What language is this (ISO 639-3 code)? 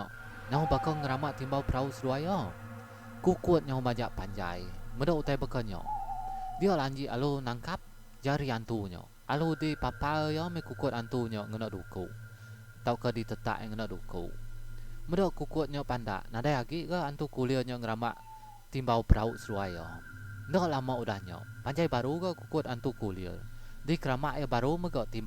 iba